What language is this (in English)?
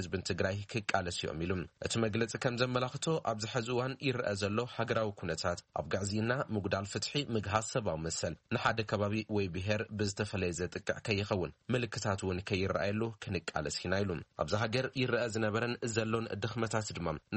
Tigrinya